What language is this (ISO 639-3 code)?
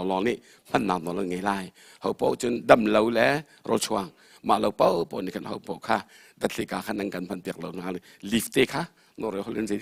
cnh